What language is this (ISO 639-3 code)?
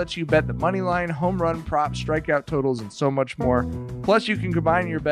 eng